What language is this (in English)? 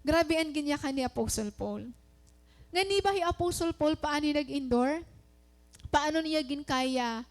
Waray